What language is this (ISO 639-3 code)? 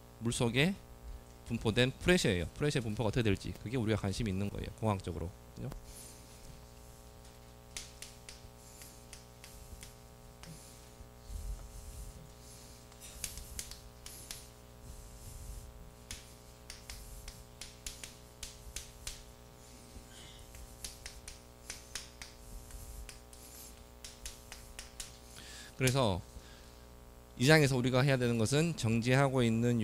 kor